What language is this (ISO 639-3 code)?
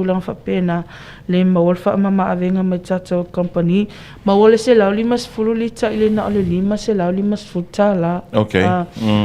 smo